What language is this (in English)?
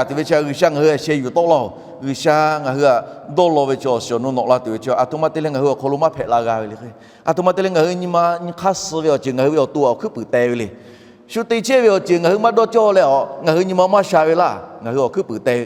Lahu